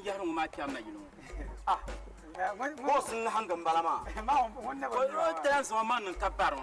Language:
Dagbani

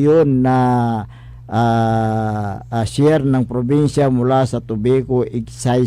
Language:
Pangasinan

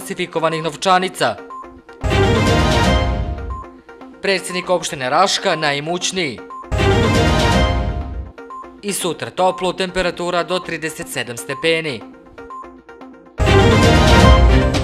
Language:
Serbian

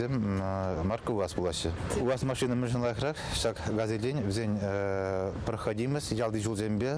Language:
Chuvash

